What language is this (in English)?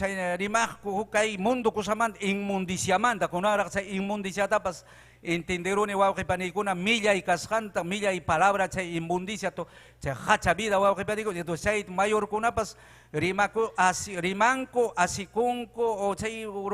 Ayacucho Quechua